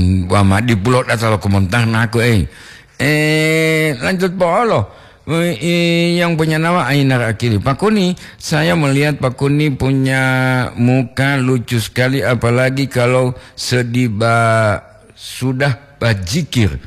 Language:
Gorontalo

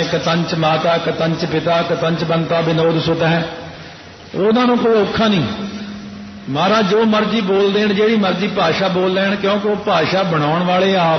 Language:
Punjabi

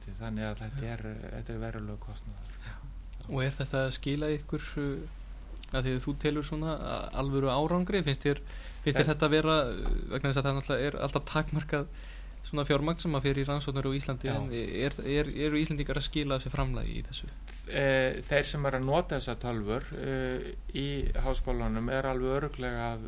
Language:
Icelandic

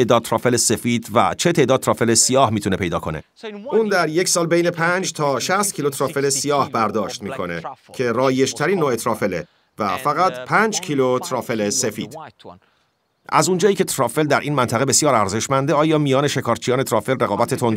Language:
Persian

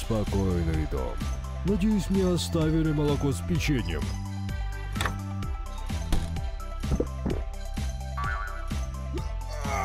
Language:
Russian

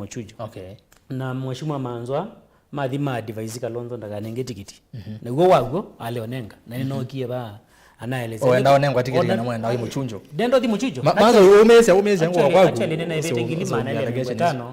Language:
Kamba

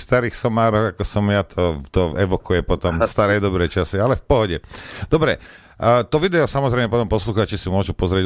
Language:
Slovak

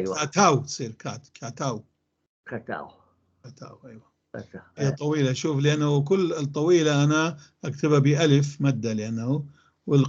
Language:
North Levantine Arabic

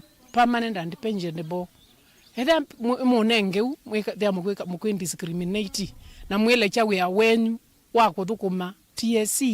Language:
Kamba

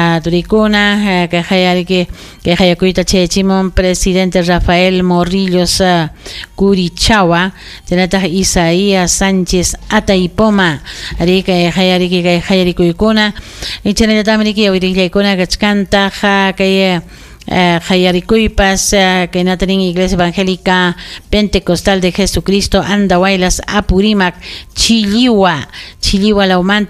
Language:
Ayacucho Quechua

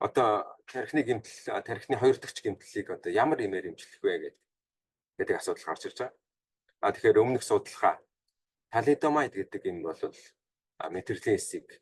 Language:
Mongolian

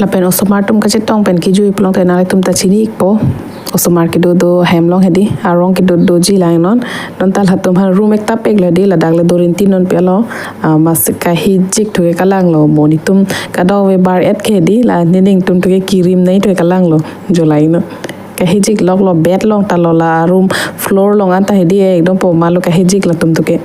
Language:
Karbi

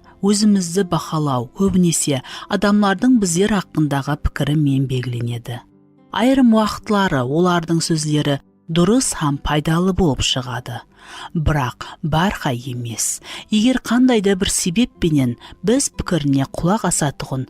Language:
Kara-Kalpak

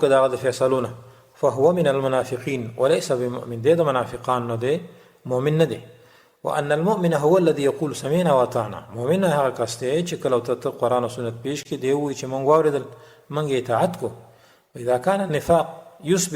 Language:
Pashto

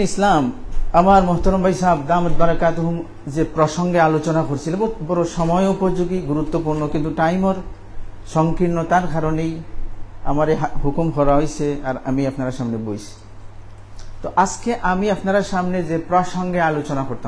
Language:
Sylheti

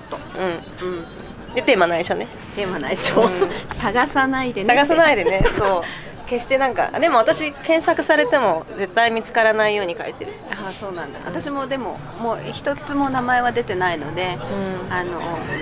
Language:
Japanese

